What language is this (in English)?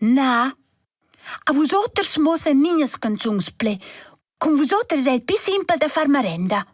Romansh